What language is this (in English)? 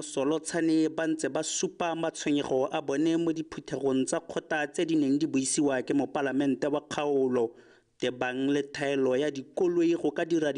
Tswana